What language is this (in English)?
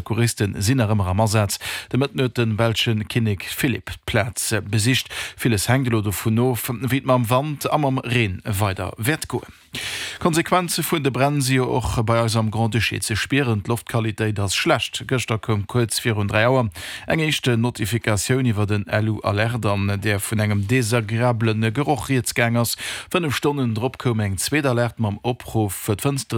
Luxembourgish